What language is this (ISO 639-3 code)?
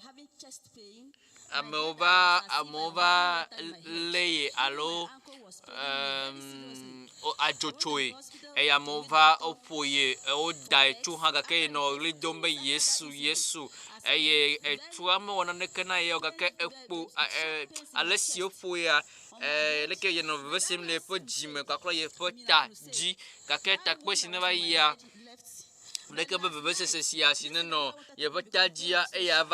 ewe